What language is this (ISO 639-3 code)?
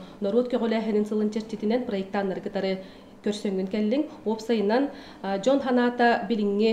sah